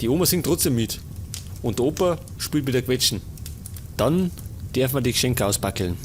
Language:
Bavarian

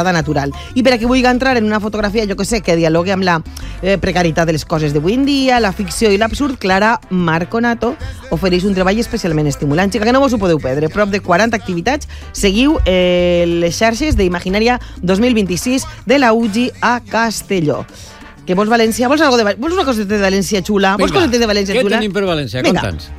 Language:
Catalan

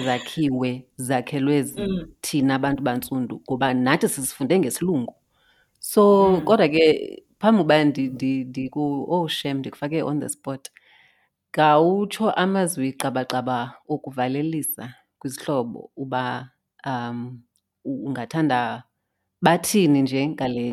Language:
Xhosa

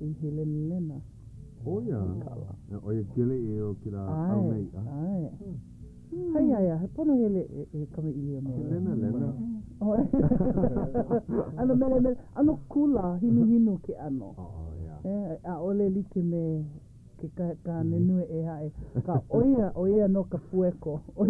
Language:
Hawaiian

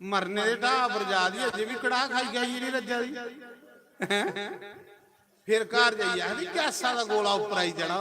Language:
Dogri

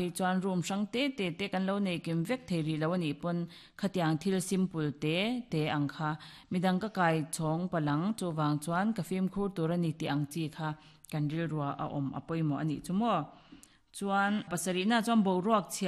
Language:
Mizo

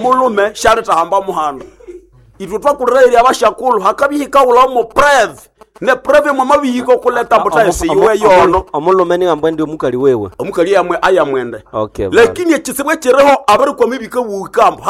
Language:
Nande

